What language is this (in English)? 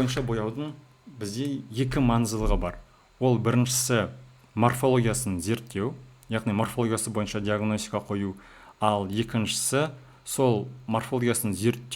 Kazakh